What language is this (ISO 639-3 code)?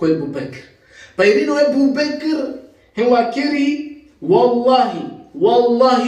rmn